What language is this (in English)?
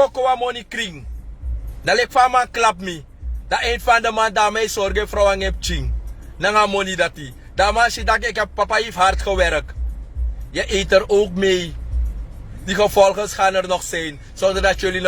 Sranan Tongo